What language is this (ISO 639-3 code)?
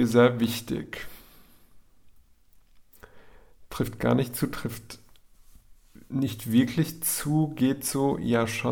deu